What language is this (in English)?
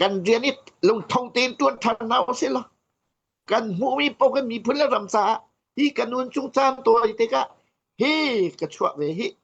Hakha Chin